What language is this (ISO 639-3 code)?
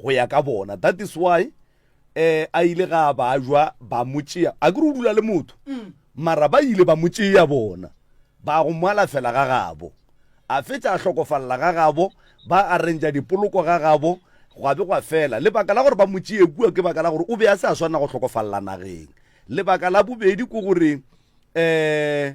nso